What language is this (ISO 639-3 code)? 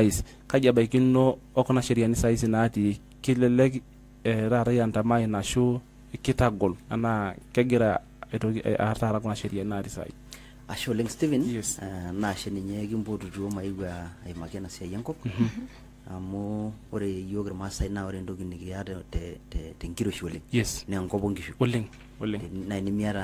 mas